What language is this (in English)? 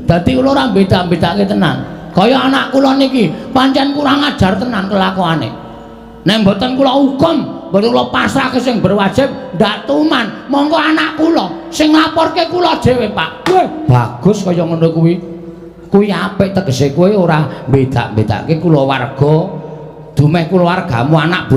Javanese